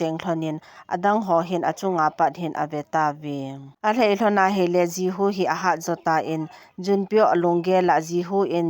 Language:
Thado Chin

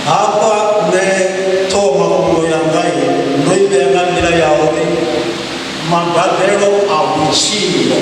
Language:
Venda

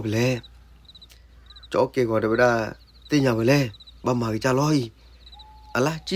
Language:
S'gaw Karen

